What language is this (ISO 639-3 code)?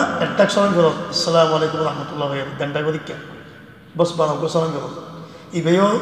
rhg